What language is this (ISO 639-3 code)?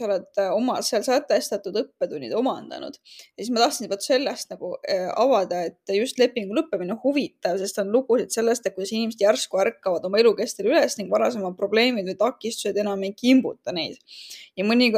est